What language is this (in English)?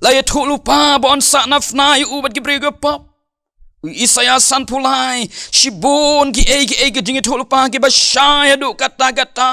Khasi